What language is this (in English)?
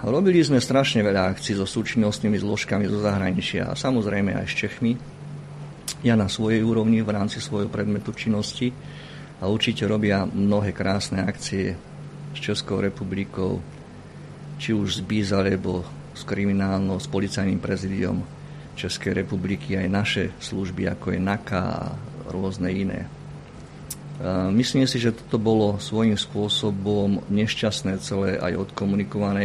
Slovak